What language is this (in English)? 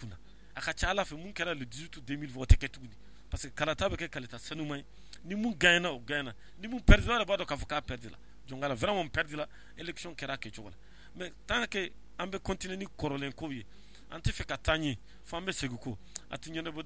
Bambara